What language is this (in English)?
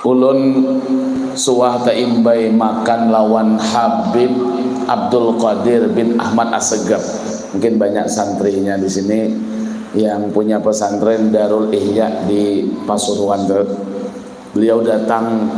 Banjar